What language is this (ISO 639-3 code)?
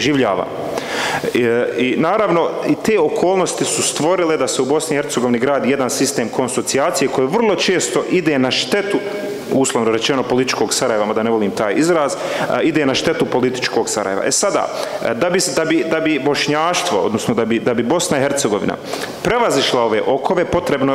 bos